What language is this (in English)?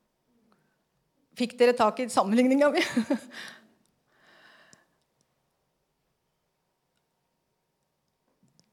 Norwegian